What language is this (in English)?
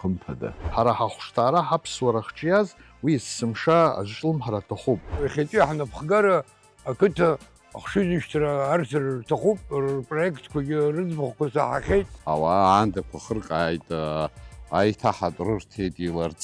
Abkhazian